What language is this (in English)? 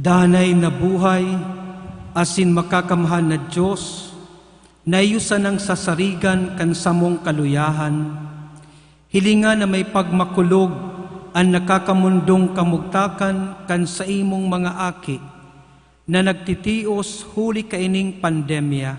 Bikol